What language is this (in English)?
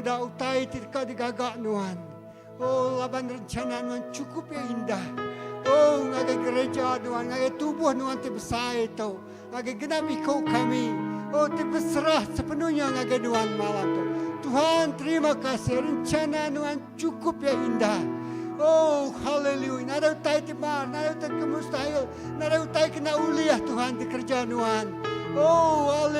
Iban